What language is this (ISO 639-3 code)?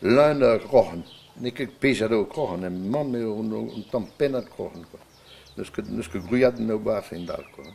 bre